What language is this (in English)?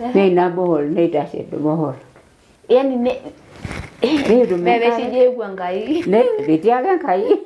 Masai